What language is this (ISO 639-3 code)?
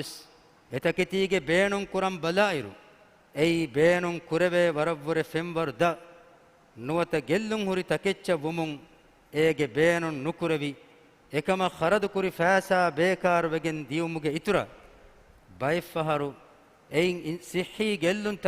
div